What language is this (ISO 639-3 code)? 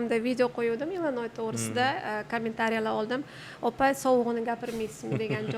uzb